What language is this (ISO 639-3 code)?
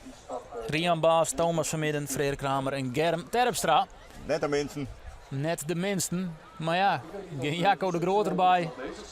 fry